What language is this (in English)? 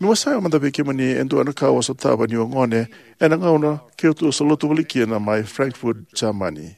Fijian